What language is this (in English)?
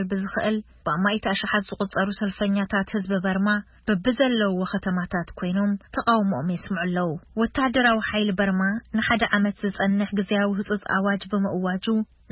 Tigrinya